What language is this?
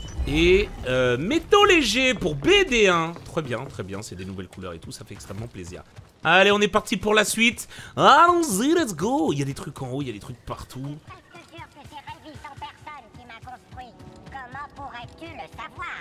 French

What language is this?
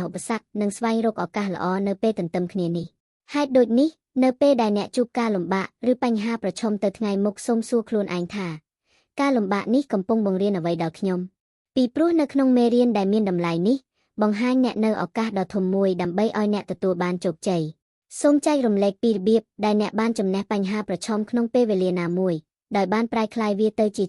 Khmer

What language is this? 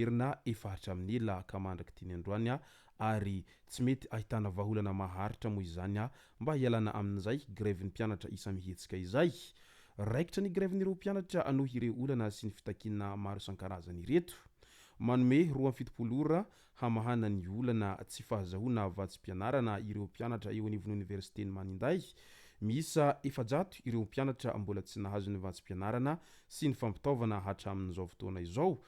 Malagasy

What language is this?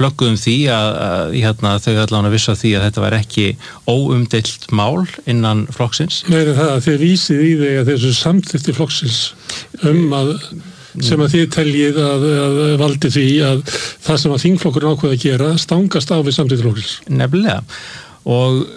Icelandic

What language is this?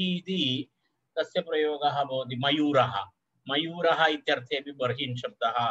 Sanskrit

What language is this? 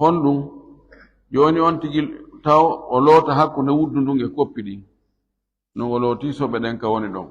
Fula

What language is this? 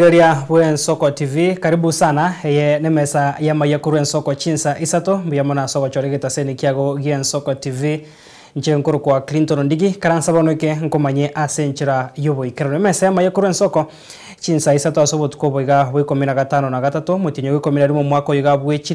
Gusii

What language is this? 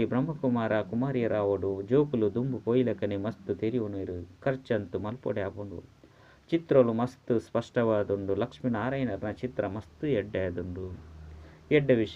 Tulu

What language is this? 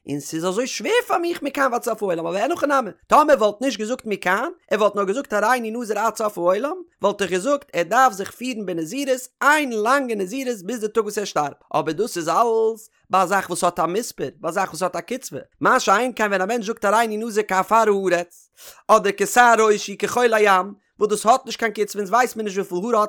Yiddish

